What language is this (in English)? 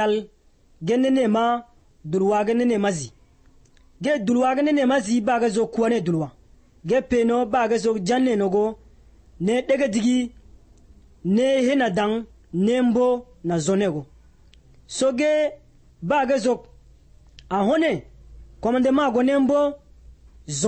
Basque